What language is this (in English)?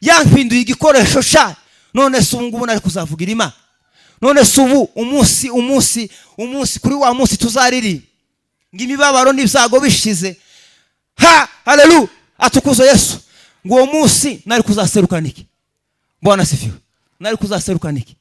Kinyarwanda